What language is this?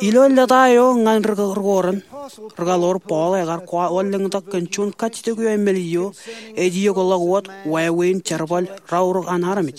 Marshallese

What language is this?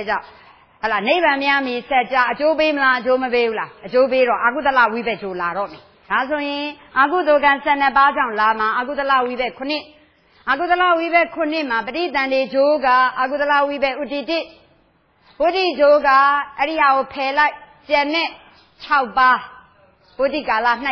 Burmese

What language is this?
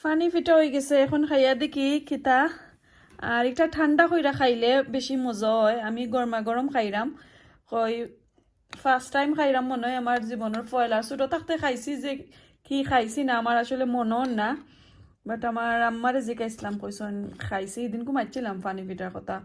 Sylheti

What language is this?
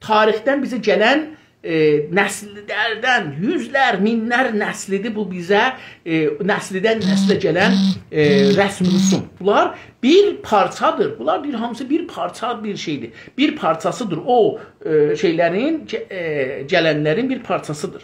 South Azerbaijani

